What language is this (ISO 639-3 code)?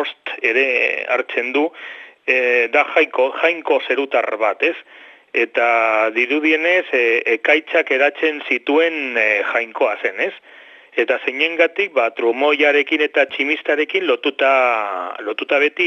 eus